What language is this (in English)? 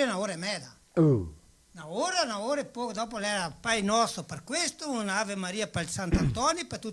Venetian